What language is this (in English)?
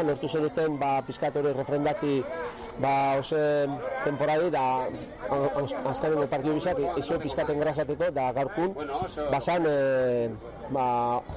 Basque